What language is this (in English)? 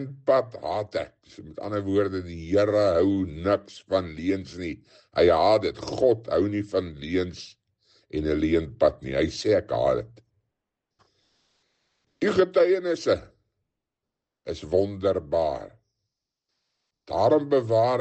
Afrikaans